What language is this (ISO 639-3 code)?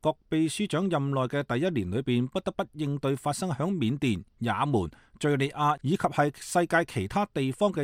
yue